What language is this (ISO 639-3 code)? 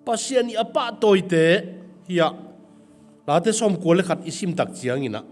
ctd